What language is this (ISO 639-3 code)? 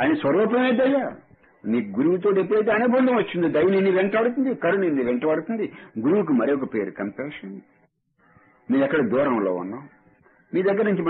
tel